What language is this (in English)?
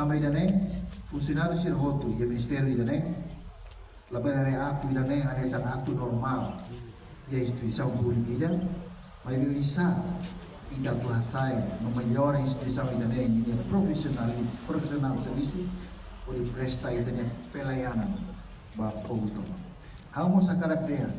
Tetum